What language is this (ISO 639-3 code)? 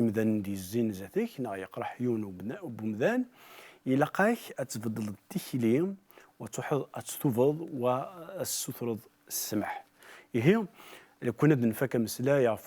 kab